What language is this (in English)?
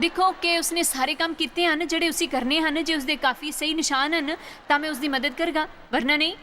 Dogri